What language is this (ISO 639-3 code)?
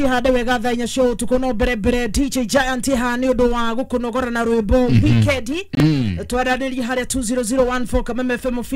kik